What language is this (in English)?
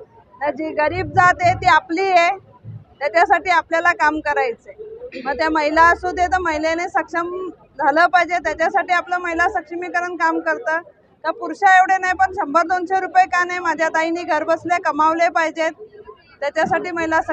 Marathi